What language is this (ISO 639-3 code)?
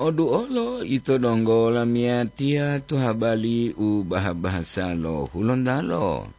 gor